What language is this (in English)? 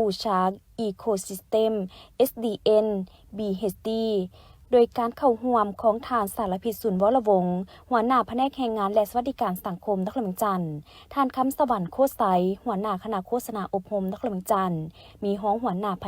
Lao